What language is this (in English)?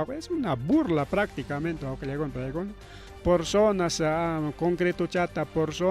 Ayacucho Quechua